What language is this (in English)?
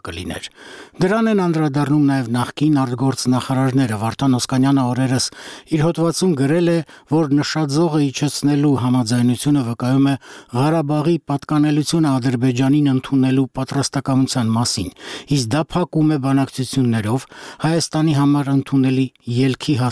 Armenian